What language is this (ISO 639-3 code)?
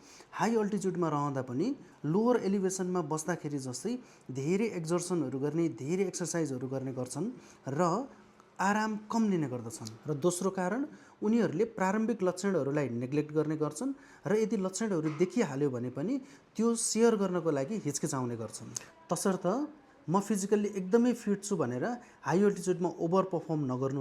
nep